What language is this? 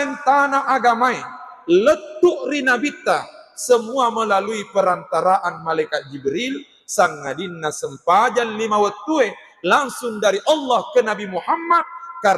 Buginese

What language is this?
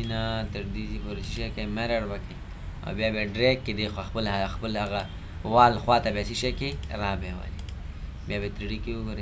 Pashto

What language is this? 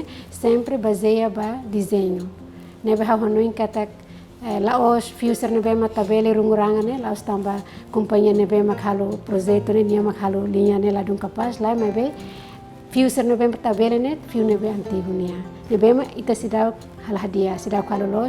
Tetum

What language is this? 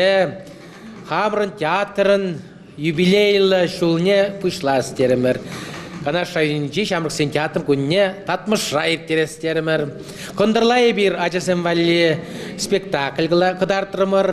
Chuvash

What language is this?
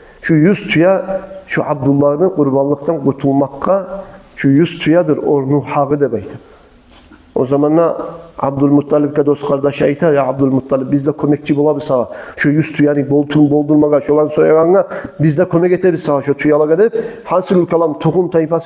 Kumyk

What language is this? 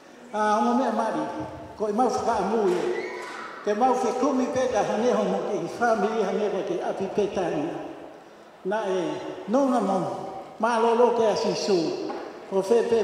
Tongan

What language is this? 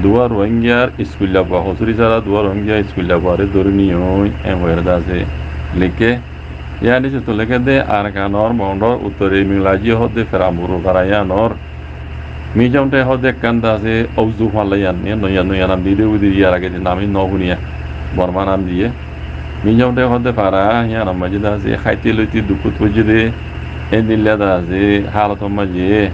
Rohingya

